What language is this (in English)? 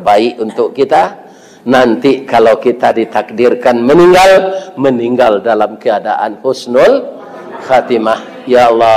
Minangkabau